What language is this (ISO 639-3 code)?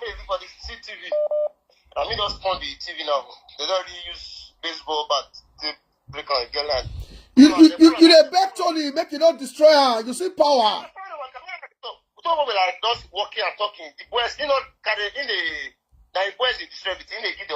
pcm